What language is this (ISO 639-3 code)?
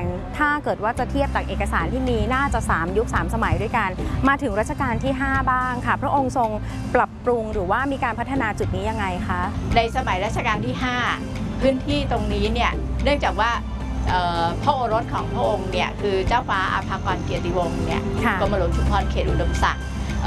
tha